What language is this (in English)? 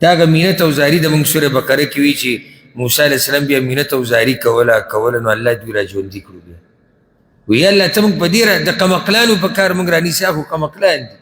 Pashto